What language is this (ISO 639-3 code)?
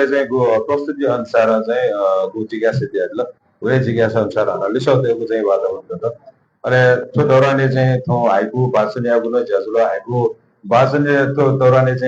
new